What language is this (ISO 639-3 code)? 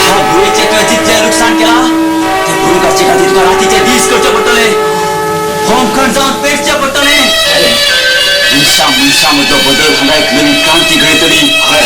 kok